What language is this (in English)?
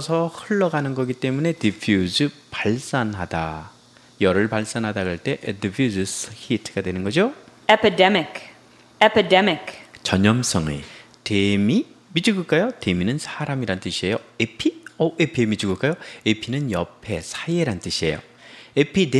Korean